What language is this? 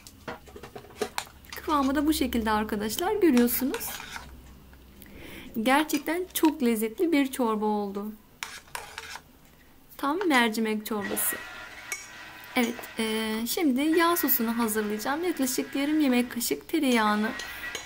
Turkish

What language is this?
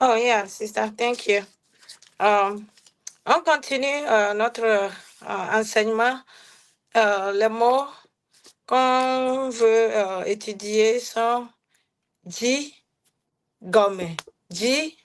Ewe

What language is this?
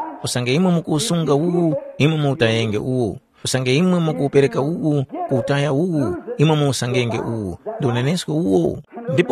Tumbuka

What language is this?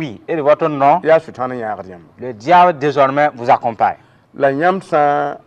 Mossi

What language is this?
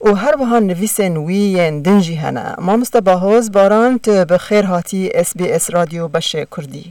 Kurdish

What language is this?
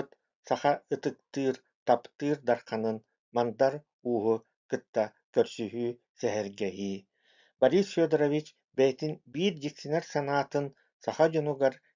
Yakut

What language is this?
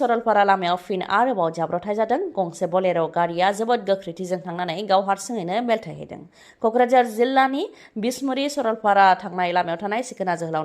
Bodo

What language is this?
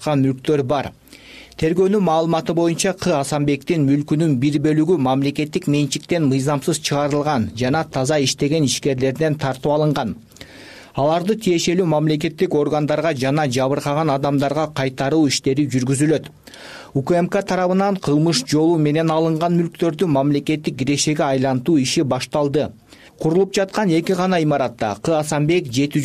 Kyrgyz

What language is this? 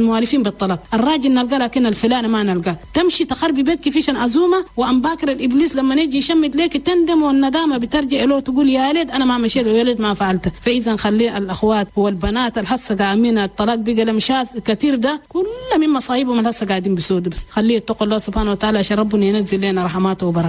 Chadian Arabic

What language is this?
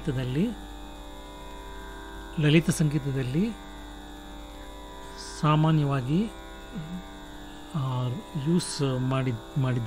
Kannada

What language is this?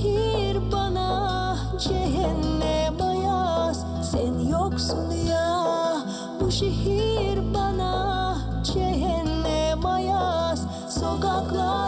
Gagauz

